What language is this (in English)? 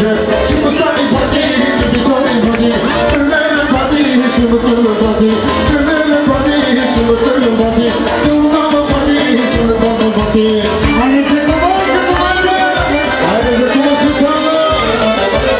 Bulgarian